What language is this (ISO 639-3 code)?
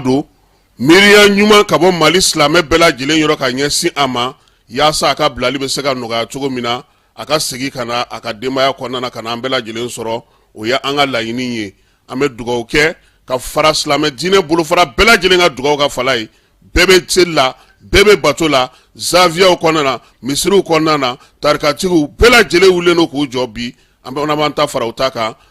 bam